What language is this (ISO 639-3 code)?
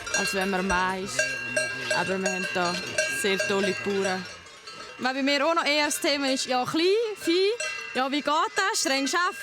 gsw